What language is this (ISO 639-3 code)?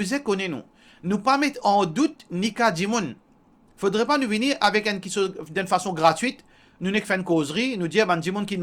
mfe